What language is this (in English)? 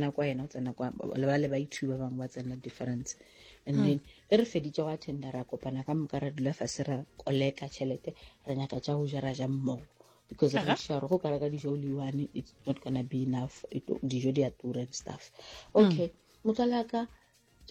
Northern Sotho